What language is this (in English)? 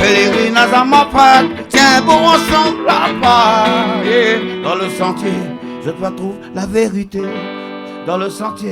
Réunion Creole French